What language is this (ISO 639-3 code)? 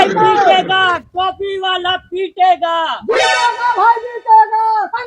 awa